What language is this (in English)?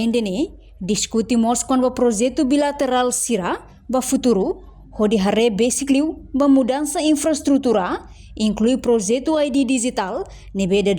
Tetum